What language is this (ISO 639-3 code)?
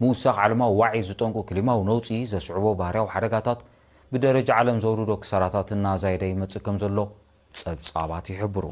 tir